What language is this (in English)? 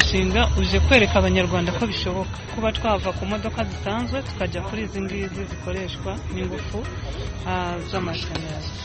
Kinyarwanda